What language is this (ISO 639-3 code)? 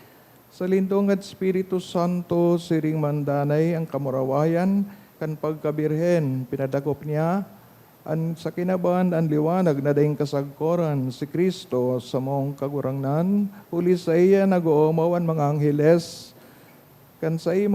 bik